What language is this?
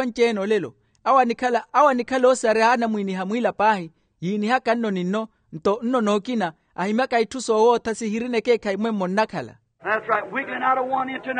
Makhuwa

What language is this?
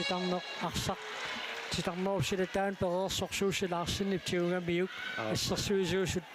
Kalaallisut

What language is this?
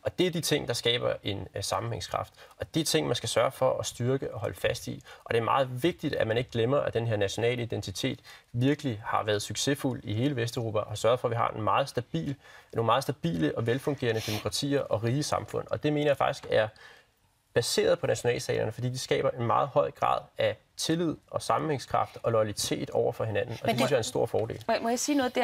Danish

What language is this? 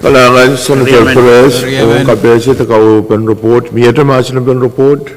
Pohnpeian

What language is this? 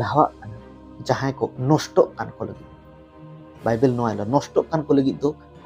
Santali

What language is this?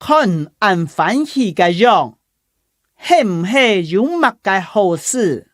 Hakka Chinese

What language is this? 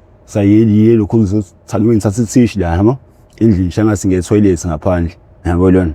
Zulu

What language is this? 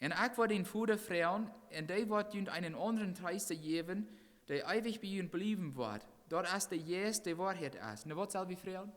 Plautdietsch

